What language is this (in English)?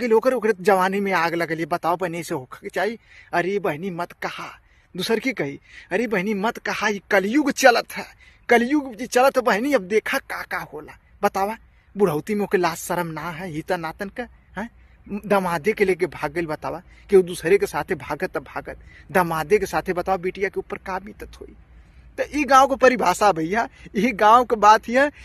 Bhojpuri